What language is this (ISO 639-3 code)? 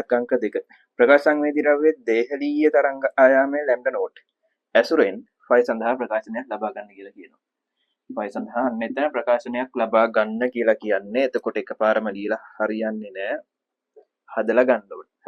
sin